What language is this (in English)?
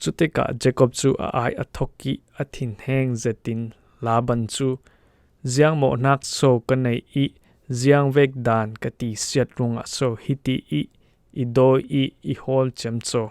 Falam Chin